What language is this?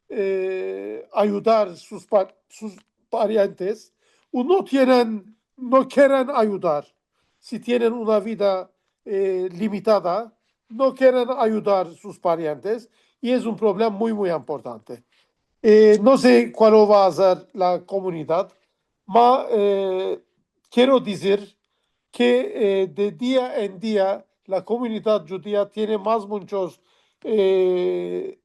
Ladino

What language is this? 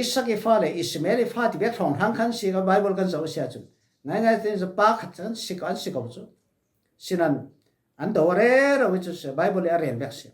Falam Chin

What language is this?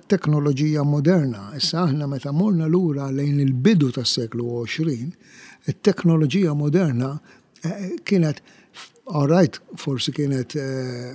Maltese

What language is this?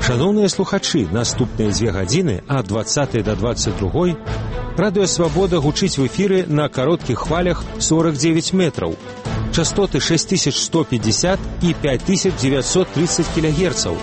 Belarusian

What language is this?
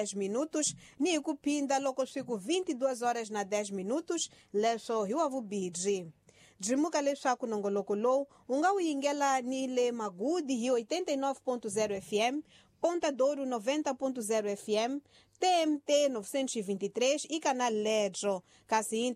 Tsonga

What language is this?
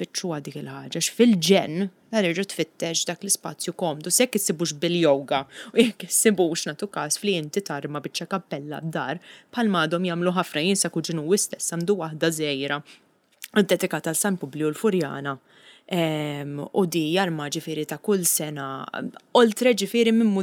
Maltese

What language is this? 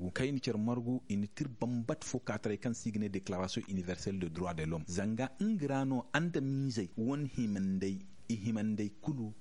Zarma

